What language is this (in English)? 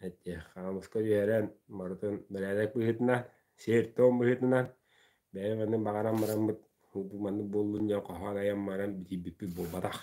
Yakut